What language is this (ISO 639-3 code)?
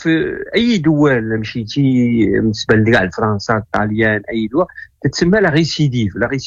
ary